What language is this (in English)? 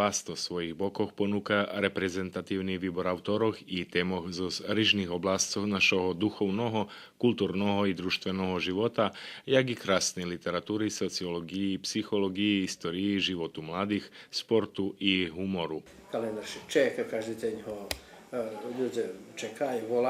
Rusyn